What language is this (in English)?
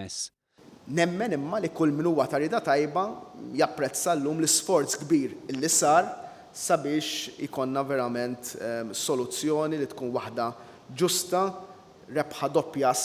Maltese